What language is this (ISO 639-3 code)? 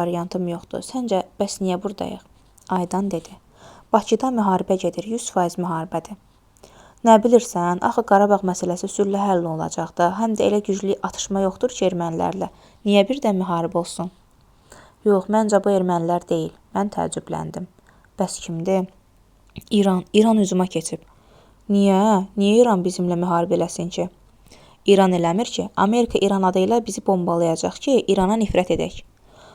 aze